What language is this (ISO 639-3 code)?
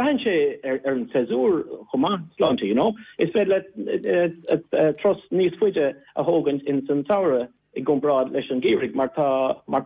gle